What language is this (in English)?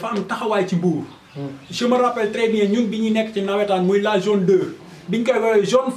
Wolof